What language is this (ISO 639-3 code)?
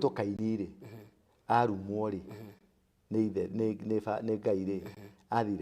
kik